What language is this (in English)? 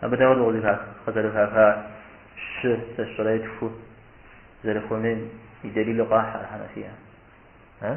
Kabardian